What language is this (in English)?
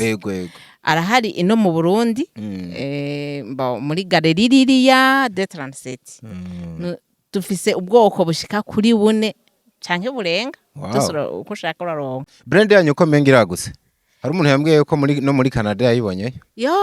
Rundi